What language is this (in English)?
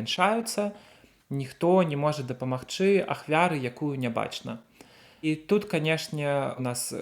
Belarusian